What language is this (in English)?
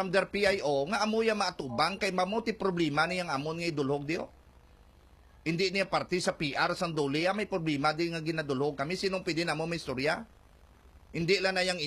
Hiligaynon